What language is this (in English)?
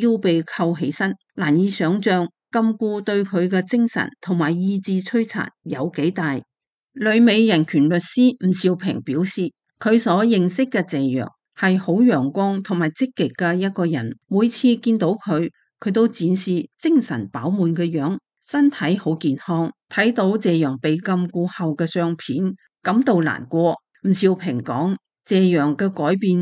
Cantonese